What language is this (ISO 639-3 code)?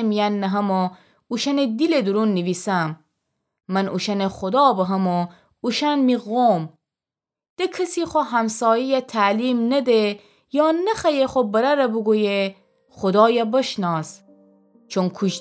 glk